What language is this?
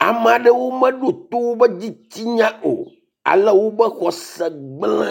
Ewe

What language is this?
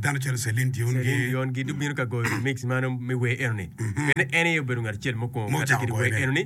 Acoli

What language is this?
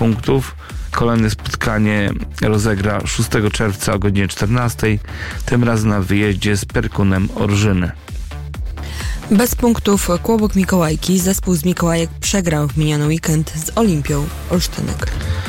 Polish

